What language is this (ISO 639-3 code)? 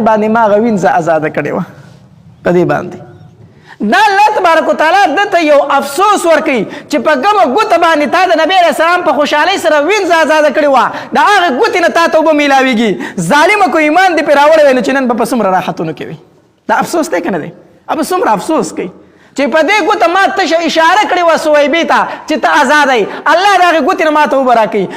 pus